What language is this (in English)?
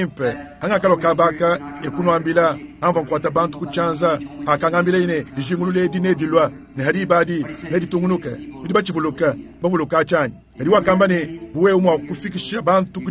Luba-Lulua